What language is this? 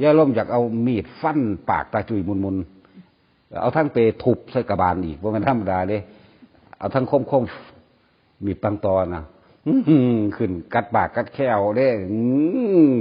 Northeastern Thai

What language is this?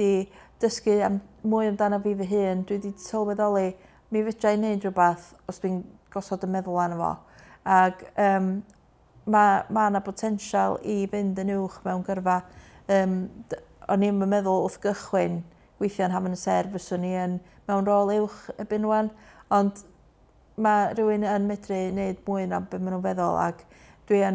Welsh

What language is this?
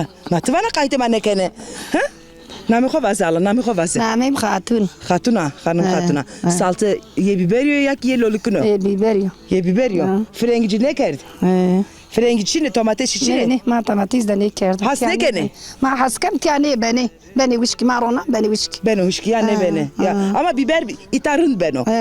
Zaza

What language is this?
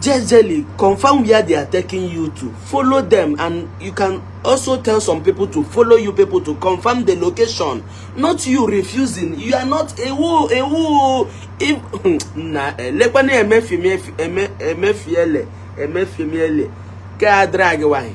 Igbo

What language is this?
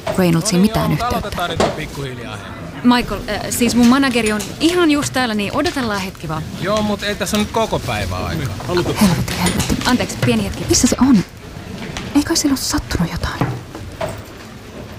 Finnish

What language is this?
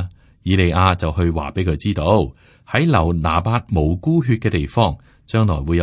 Cantonese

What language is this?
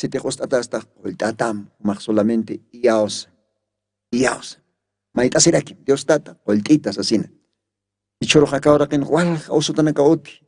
Aymara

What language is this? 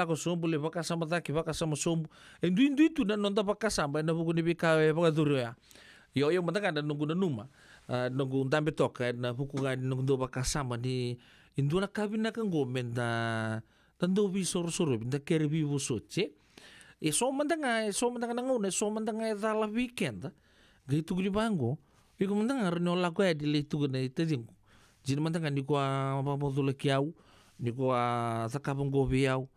Fijian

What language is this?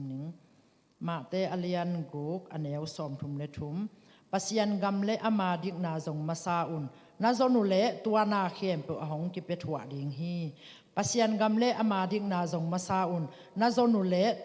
Tedim Chin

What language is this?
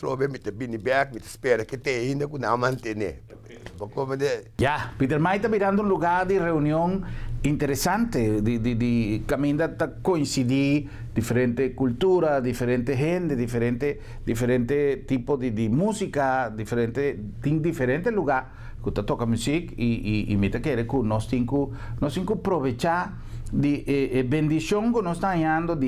Papiamento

